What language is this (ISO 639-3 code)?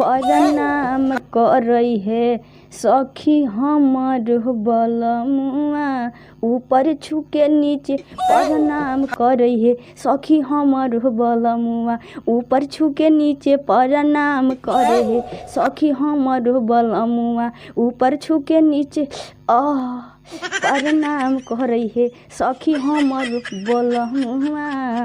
mag